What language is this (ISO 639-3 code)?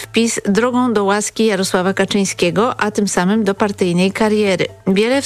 pol